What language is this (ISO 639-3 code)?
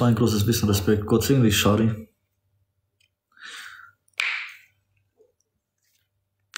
deu